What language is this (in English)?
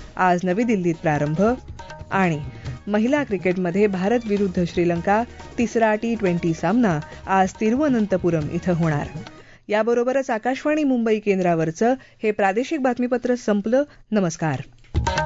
Marathi